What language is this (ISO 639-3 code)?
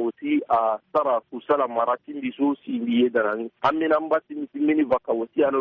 sag